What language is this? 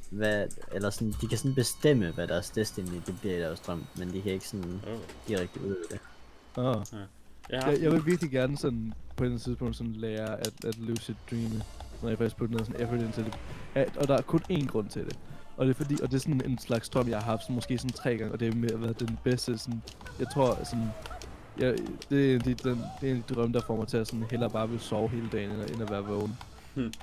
Danish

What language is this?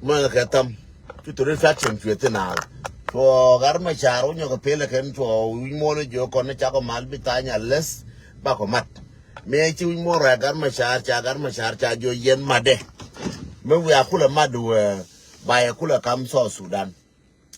Nuer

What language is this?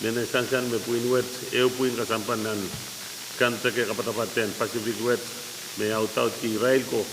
Pohnpeian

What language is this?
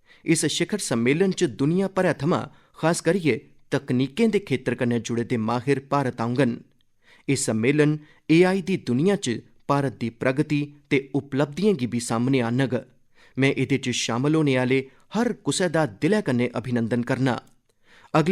Dogri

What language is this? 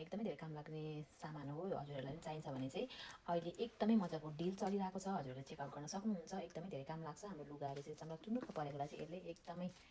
Nepali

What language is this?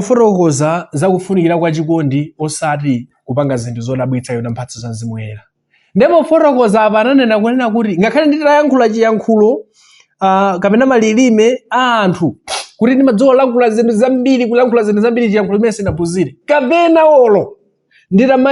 Nyanja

